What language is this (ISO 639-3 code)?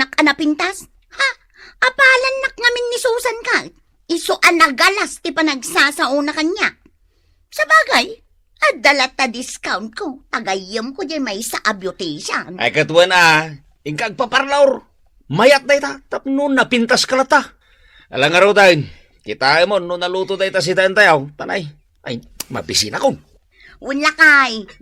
ilo